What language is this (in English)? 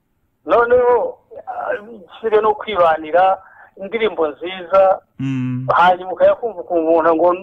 Kinyarwanda